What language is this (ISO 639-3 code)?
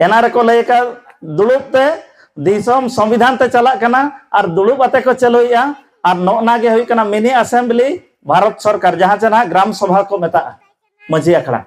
sat